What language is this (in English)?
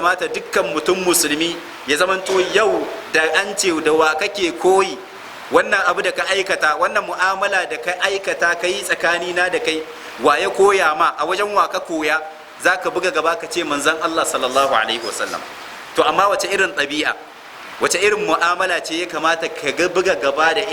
Hausa